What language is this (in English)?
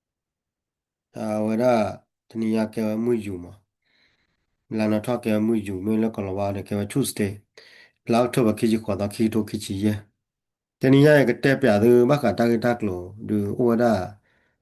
S'gaw Karen